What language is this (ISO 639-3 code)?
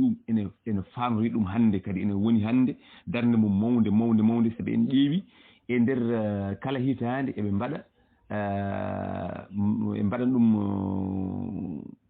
ful